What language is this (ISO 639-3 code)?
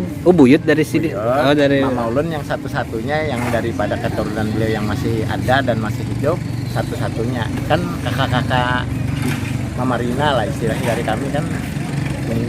bjn